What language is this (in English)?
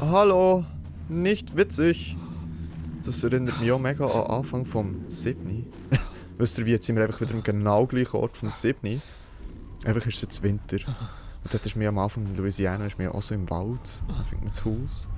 Swiss German